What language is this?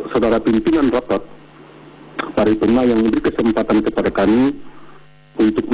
Indonesian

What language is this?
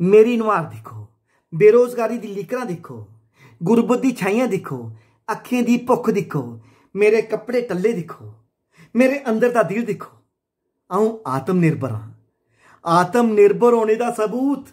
Dogri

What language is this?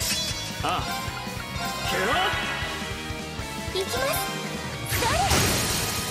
Japanese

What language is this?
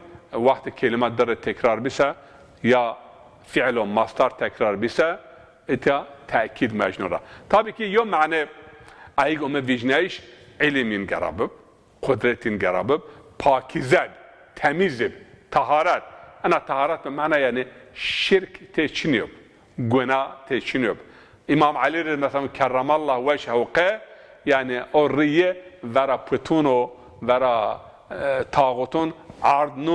Zaza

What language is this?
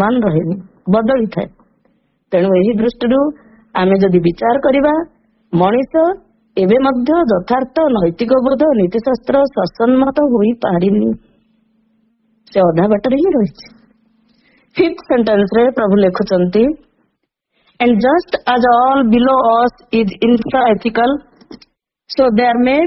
Odia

